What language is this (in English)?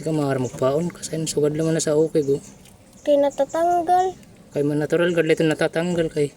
Waray